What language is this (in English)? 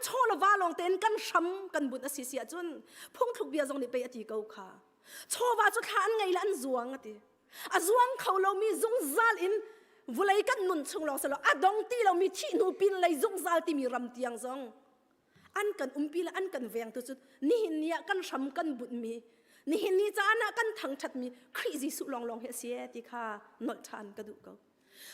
Hakha Chin